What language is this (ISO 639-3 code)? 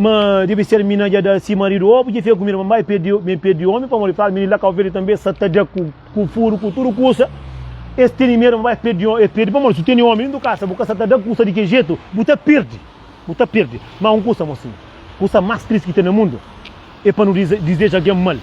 kea